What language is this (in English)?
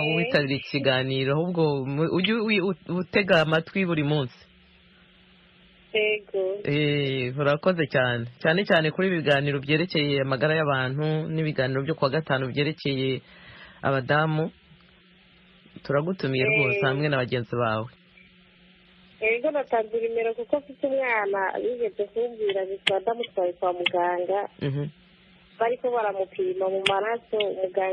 Kinyarwanda